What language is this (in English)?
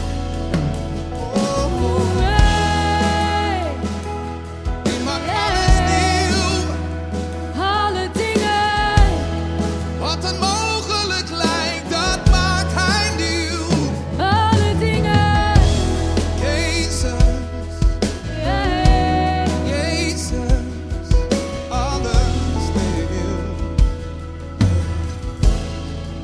Dutch